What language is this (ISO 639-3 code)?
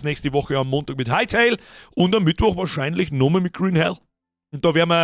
bar